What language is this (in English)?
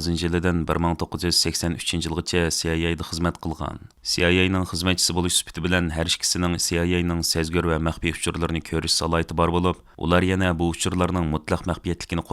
Uyghur